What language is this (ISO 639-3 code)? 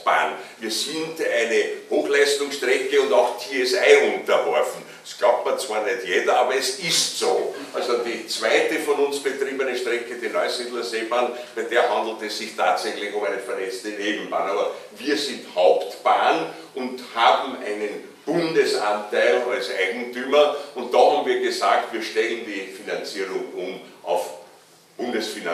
deu